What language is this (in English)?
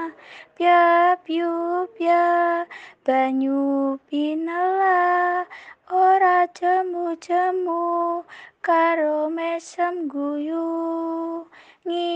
Javanese